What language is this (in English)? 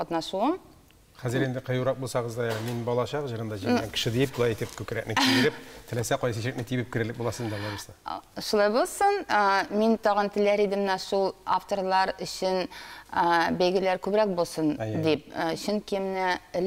Tatar